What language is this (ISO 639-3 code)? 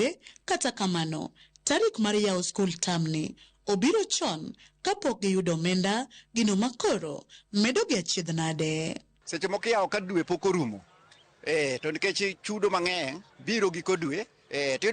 luo